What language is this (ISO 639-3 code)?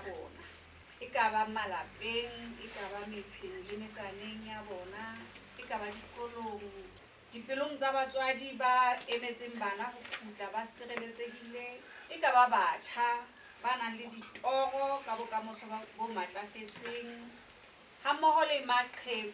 sot